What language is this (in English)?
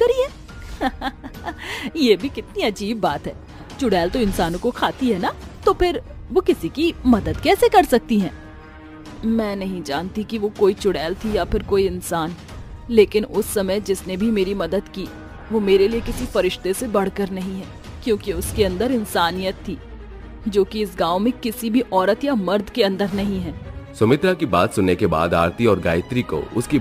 Hindi